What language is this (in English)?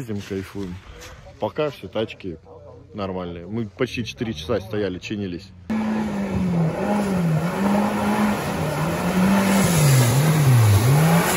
Russian